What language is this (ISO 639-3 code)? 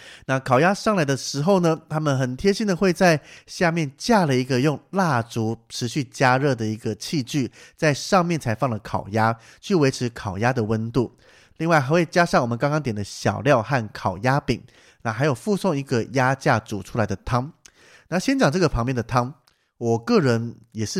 zho